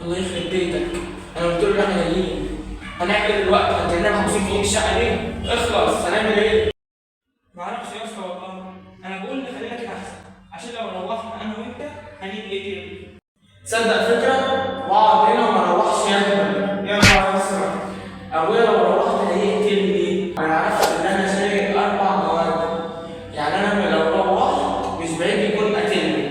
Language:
Egyptian Arabic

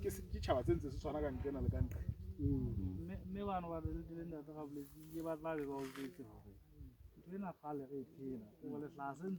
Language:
Southern Sotho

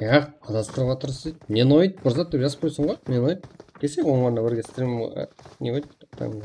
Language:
Kara-Kalpak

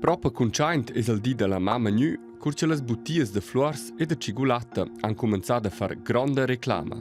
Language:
Romansh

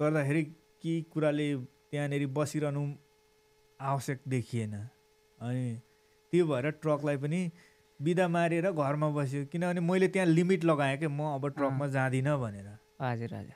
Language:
Nepali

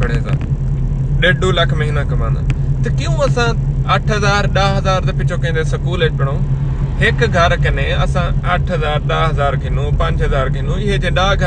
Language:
Saraiki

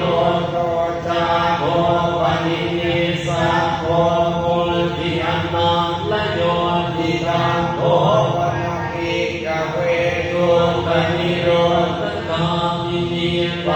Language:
Pali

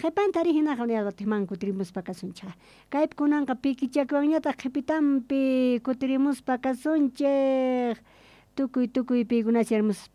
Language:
South Bolivian Quechua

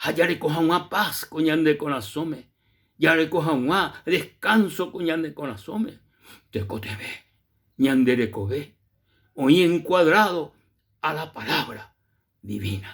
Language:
Guarani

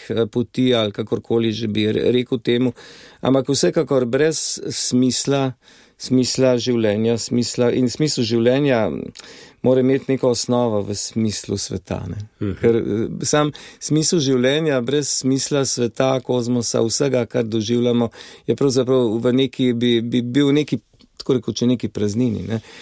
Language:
Slovenian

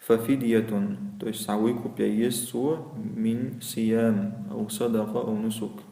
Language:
Chechen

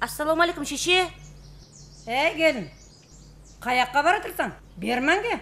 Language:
Kara-Kalpak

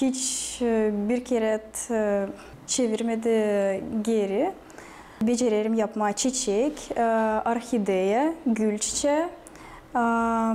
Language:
Gagauz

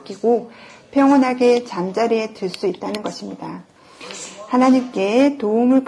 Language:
Korean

